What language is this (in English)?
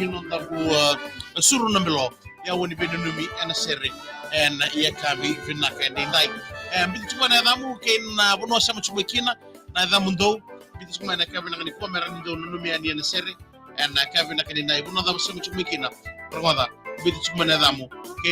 Fijian